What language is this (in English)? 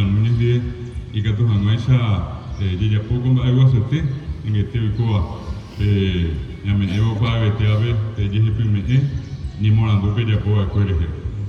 Guarani